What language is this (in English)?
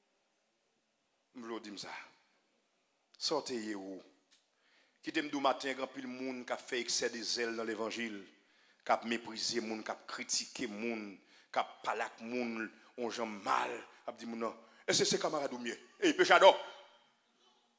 Haitian Creole